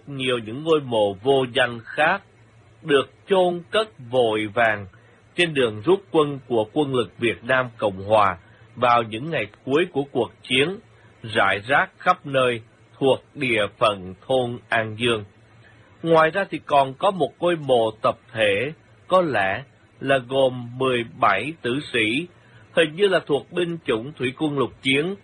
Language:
Vietnamese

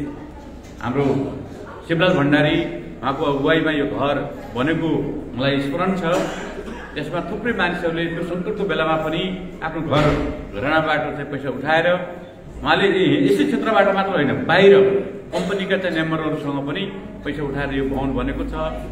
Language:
Nepali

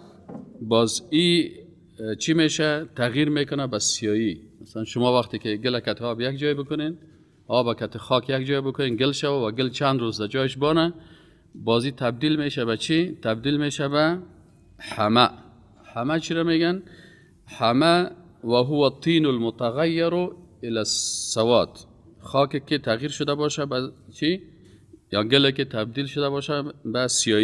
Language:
Persian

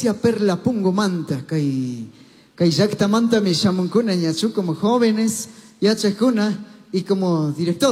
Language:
Chimborazo Highland Quichua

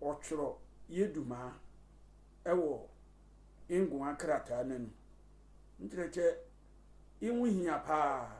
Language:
Sehwi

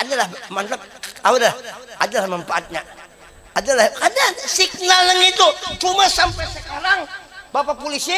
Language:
Banjar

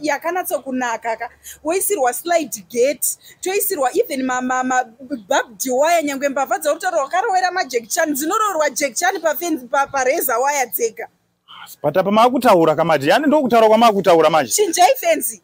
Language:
Shona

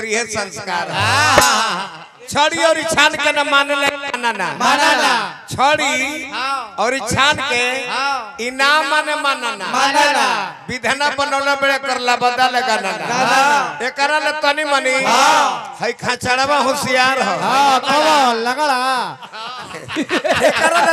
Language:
Bhojpuri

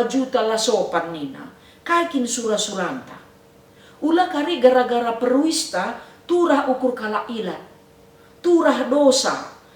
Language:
Batak Karo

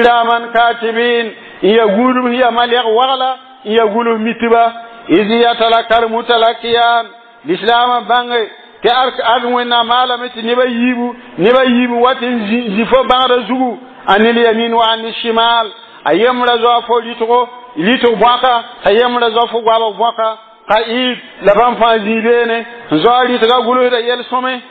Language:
Mossi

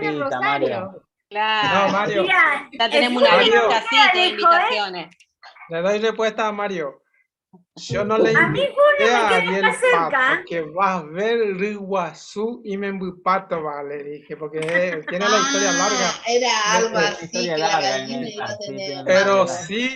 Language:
Guarani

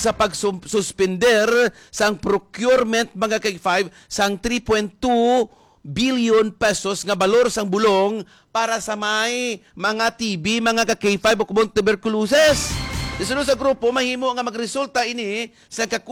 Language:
Hiligaynon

